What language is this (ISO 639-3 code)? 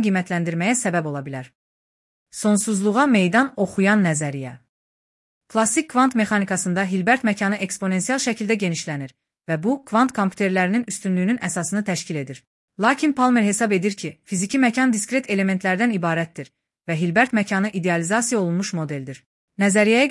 aze